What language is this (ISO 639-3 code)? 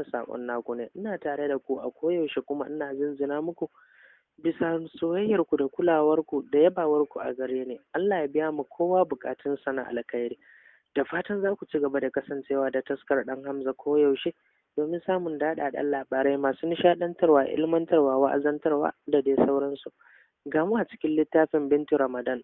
hau